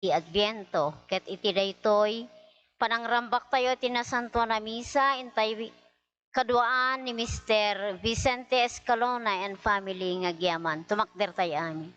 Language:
Iloko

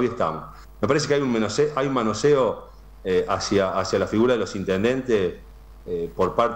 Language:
Spanish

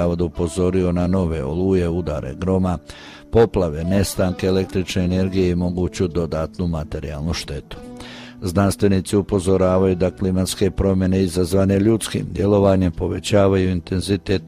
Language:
Croatian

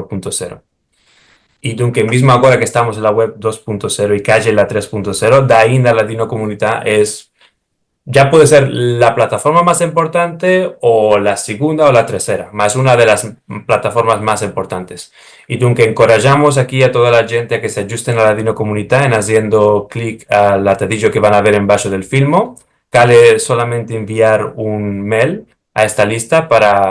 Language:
Ladino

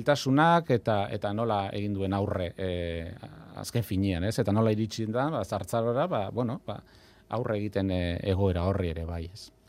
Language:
Basque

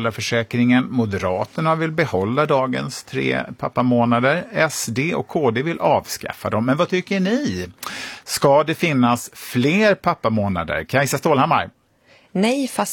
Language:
Swedish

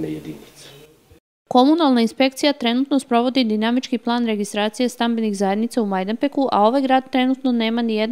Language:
Serbian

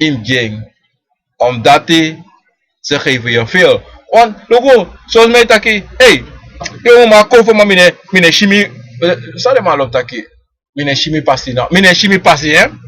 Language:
Sranan Tongo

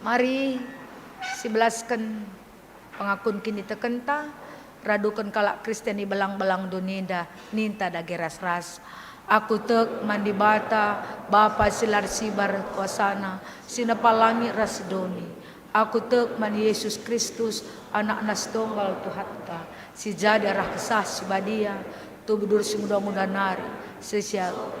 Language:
Batak Karo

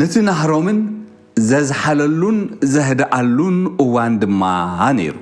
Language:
Tigrinya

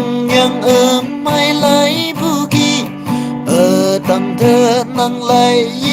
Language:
Naga Pidgin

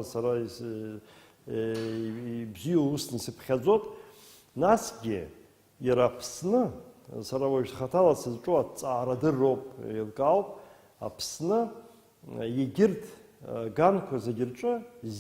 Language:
Abkhazian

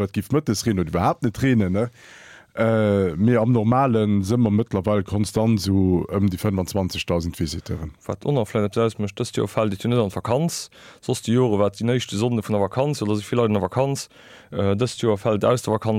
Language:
Luxembourgish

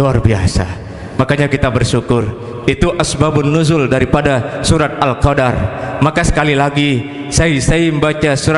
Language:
Sasak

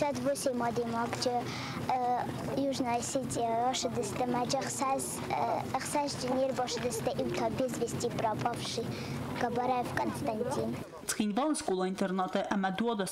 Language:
Ossetic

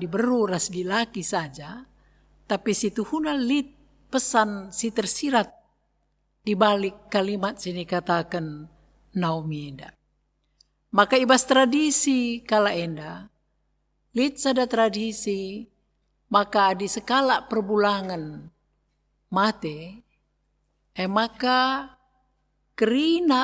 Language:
Batak Karo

